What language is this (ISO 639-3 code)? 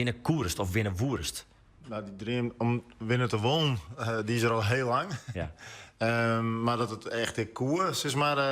fry